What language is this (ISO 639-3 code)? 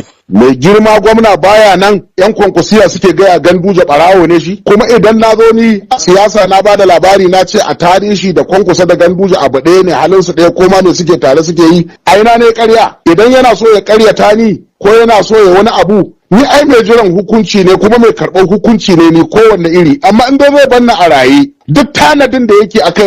hau